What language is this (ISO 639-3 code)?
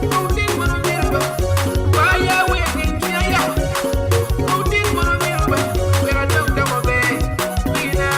ach